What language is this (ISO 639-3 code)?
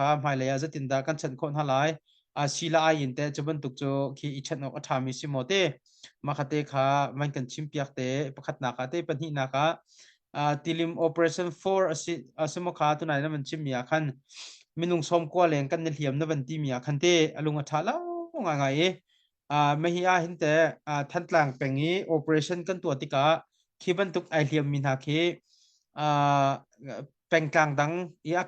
cnh